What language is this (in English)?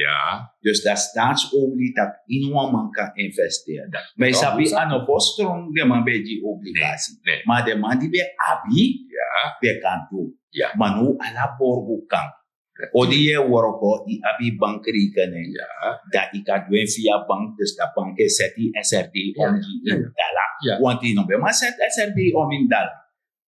Sranan Tongo